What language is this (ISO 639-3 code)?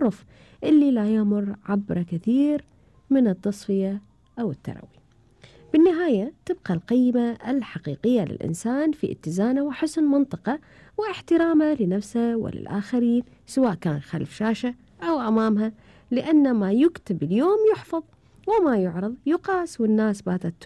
afb